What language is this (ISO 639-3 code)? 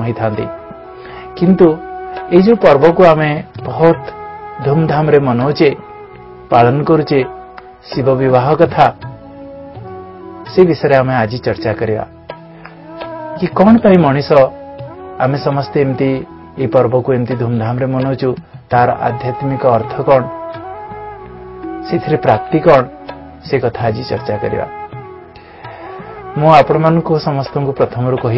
ori